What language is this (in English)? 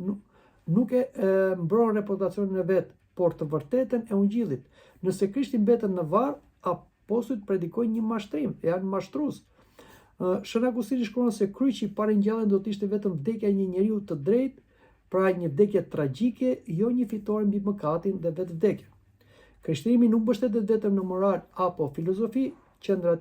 Albanian